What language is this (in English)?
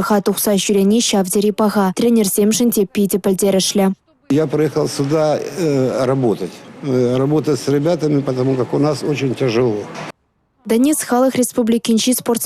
Chuvash